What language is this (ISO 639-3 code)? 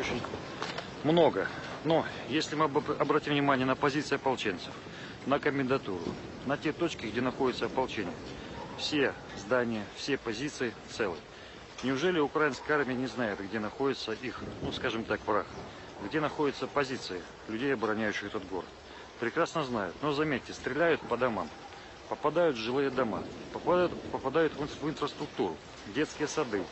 rus